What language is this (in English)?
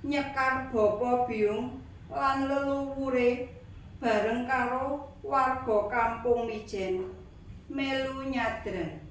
Javanese